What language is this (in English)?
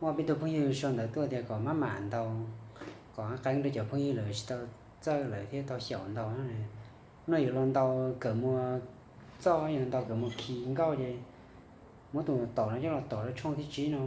Hmong